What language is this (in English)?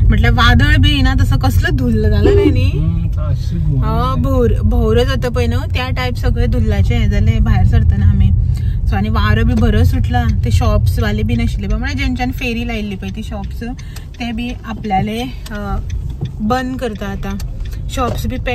Konkani